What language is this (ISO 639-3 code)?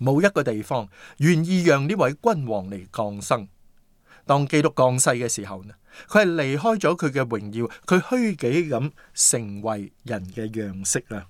yue